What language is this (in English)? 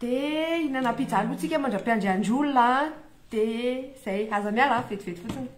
Malagasy